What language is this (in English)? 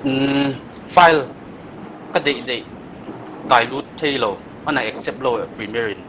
Paite Chin